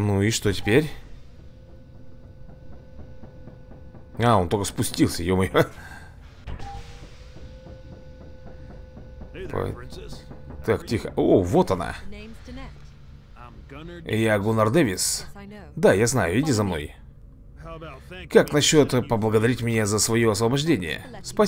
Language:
Russian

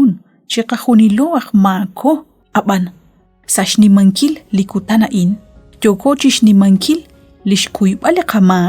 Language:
Kekchí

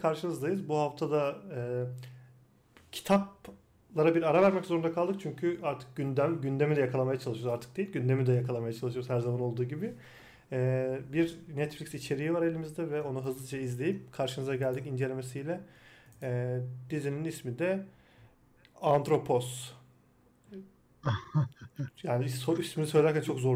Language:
Turkish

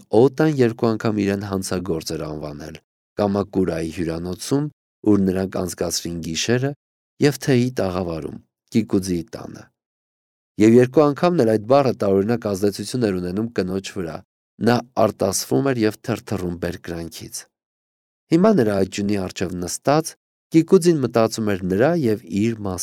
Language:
Armenian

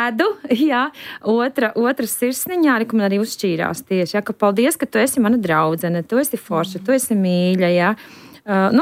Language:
Latvian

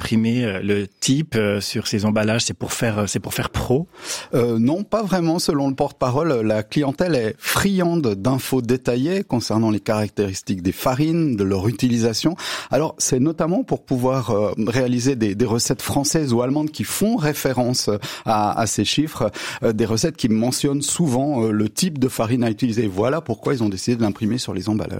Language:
French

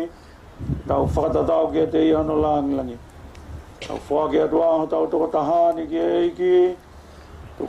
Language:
Tongan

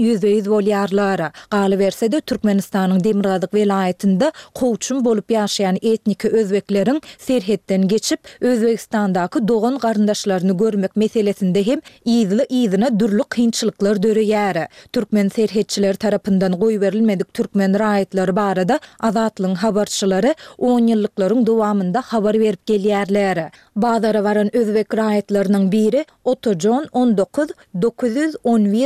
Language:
Turkmen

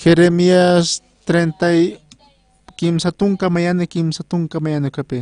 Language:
Aymara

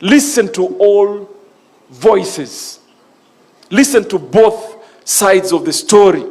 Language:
Kamba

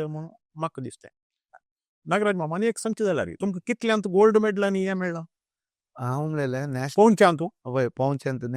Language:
Konkani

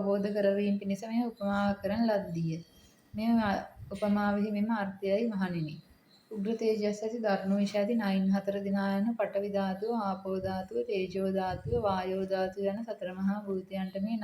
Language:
Sinhala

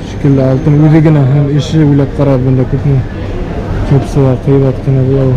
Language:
Bashkir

